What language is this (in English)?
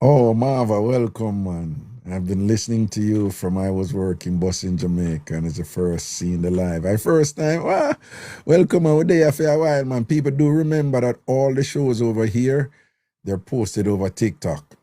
Jamaican Creole English